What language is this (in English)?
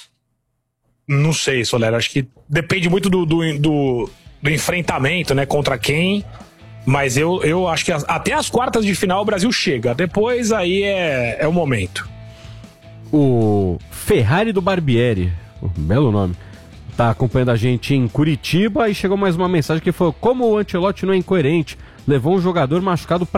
Portuguese